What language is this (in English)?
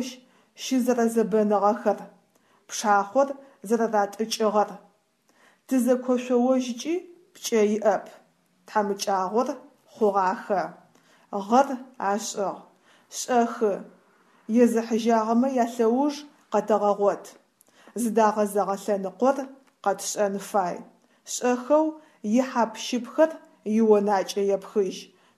Adyghe